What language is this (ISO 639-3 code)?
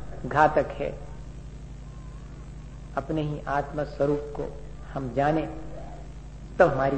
hin